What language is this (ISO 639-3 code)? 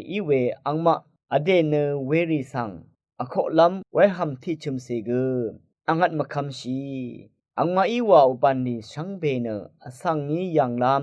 raw